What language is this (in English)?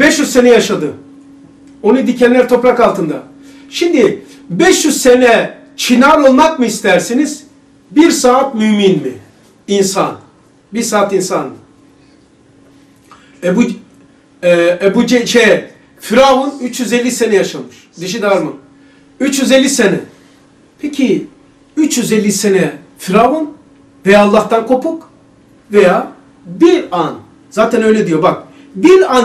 Turkish